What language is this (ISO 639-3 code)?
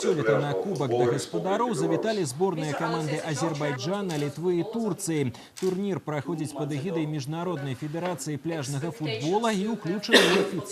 bel